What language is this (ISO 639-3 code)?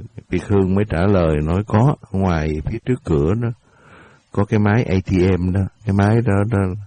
vie